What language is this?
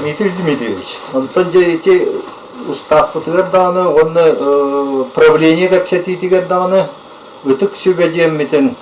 Yakut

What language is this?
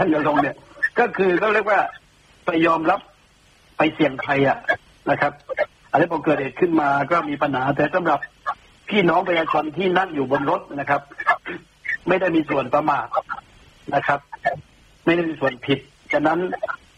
Thai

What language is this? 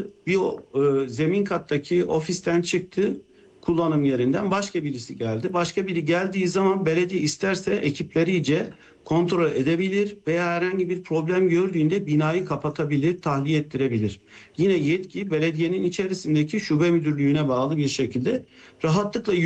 Turkish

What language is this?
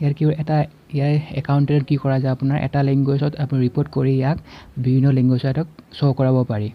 Assamese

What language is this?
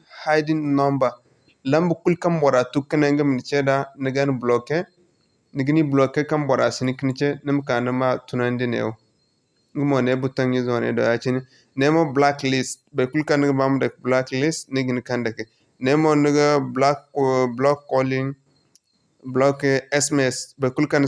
Zarma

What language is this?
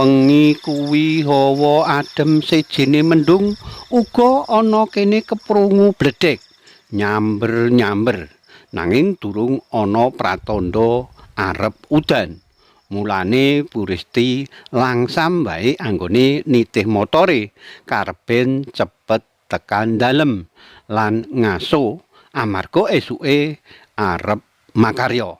Javanese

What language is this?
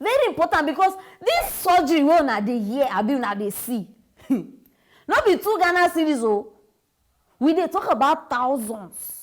Nigerian Pidgin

